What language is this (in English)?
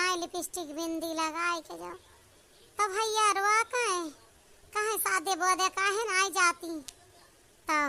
Awadhi